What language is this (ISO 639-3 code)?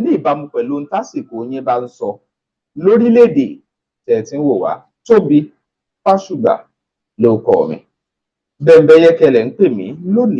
yor